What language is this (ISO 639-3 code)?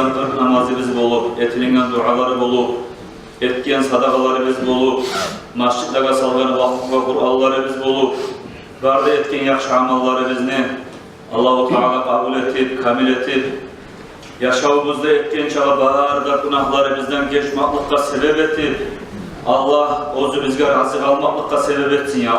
kum